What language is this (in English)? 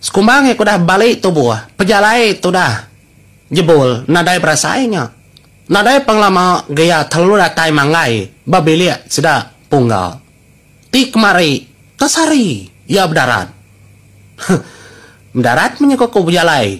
Iban